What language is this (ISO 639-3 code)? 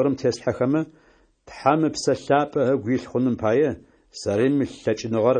ady